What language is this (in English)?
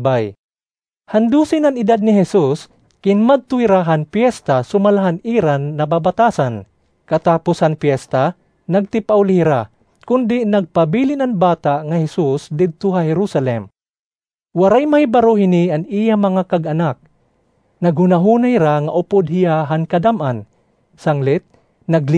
Waray